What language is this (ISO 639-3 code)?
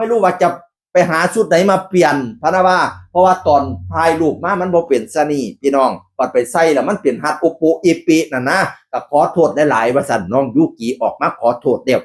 tts